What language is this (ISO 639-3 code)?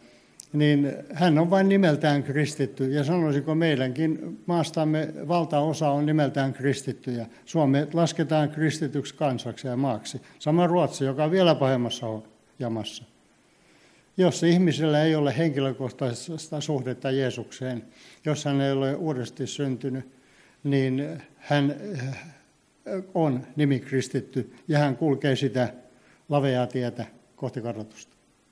fin